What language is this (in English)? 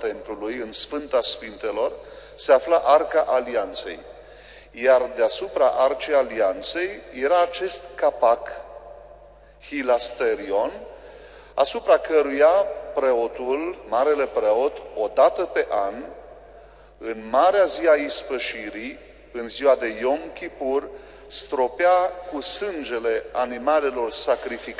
Romanian